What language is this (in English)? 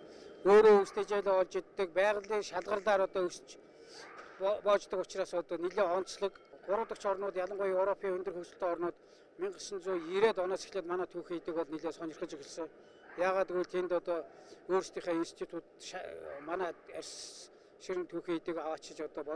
Mongolian